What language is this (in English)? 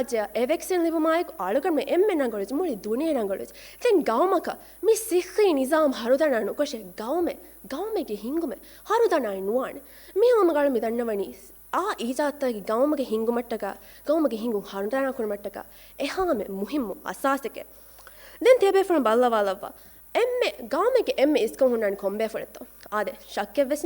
Divehi